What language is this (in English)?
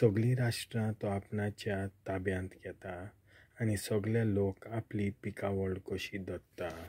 Konkani